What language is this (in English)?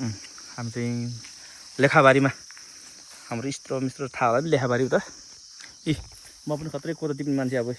Nepali